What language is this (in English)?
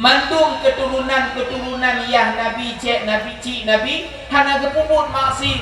Achinese